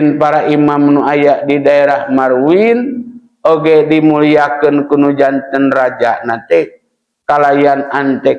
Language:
Sundanese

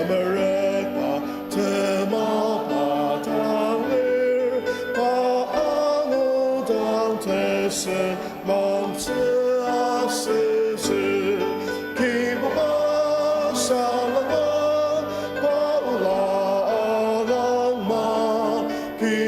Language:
Ao Naga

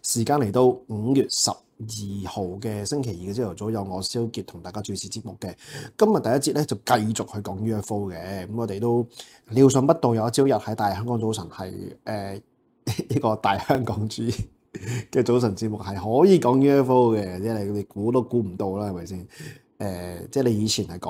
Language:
Cantonese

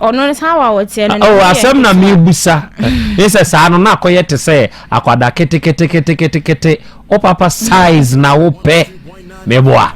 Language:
Akan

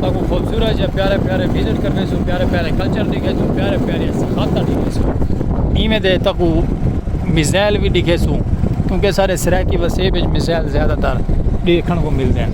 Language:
Saraiki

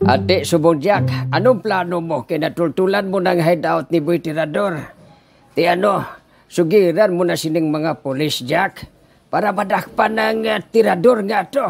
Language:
Hiligaynon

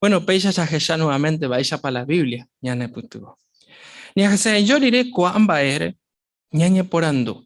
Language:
Guarani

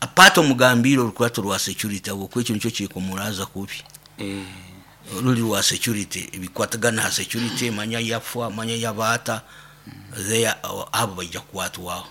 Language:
Nyoro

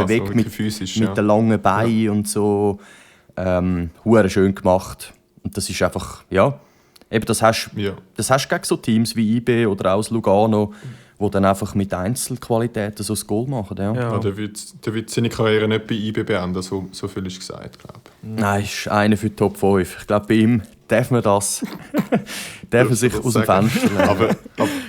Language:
Swiss German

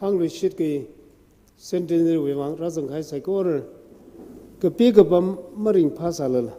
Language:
Tangkhul Naga (India)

